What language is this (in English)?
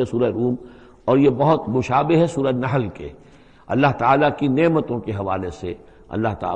Urdu